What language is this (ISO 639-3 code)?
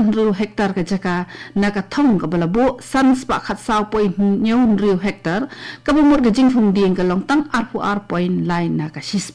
kha